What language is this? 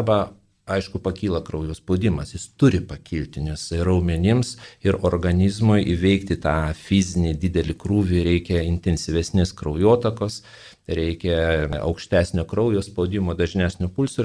Lithuanian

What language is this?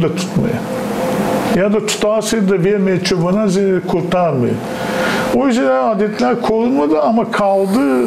Gagauz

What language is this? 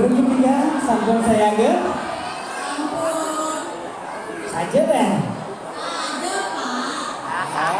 Balinese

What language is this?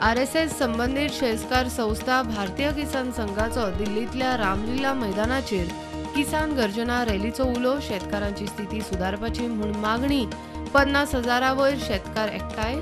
Konkani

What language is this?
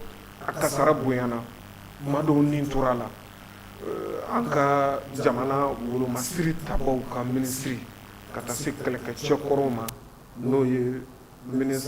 Bambara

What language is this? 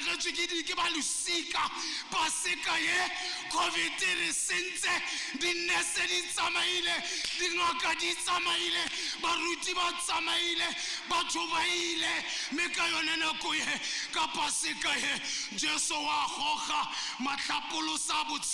Tswana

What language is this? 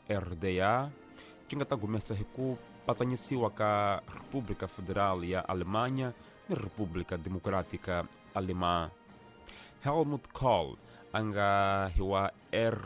Tsonga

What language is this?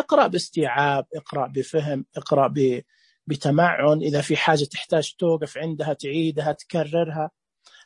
Najdi Arabic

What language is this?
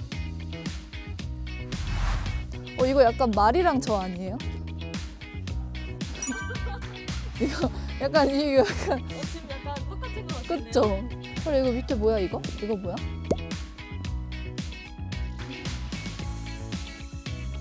Korean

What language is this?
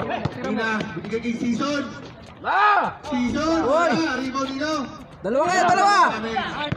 Filipino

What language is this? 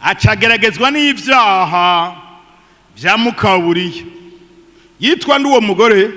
Rundi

